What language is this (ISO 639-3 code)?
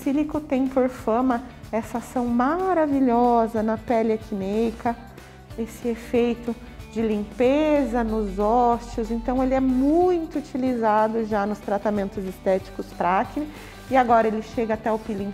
por